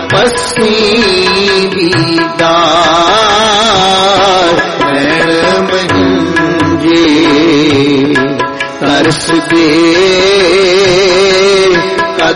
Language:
Punjabi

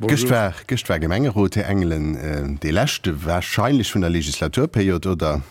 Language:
Luxembourgish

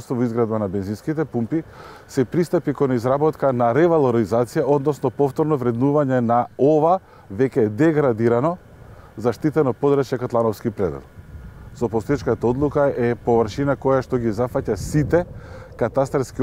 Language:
Macedonian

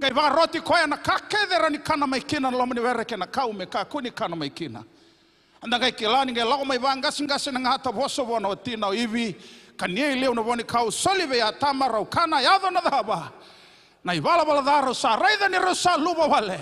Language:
Fijian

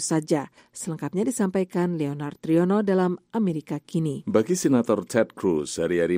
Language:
Indonesian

